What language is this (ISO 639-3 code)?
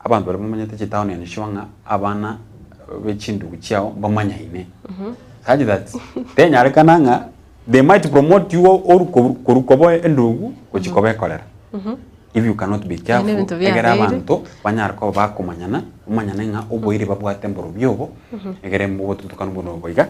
guz